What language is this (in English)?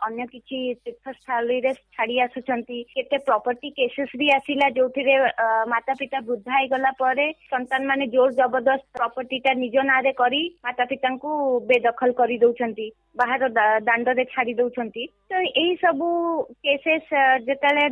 Odia